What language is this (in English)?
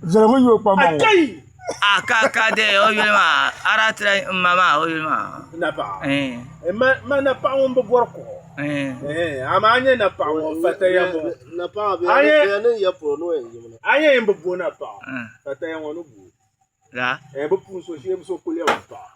Dagbani